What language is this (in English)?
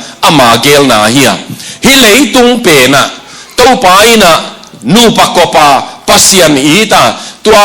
Tedim Chin